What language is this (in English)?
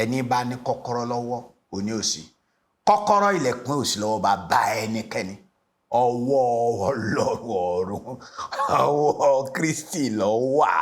Yoruba